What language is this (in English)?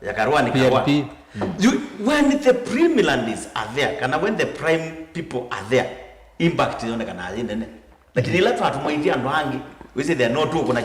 Kamba